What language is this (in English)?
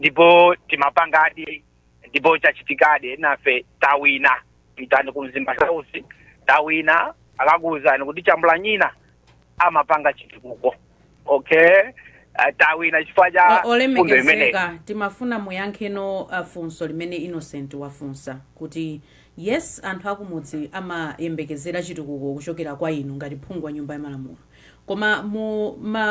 Nyanja